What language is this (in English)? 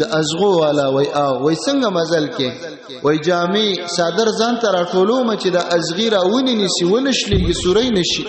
Pashto